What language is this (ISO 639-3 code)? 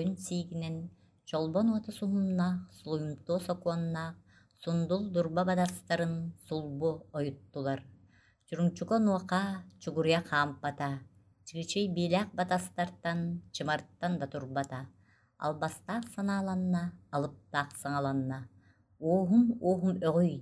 sah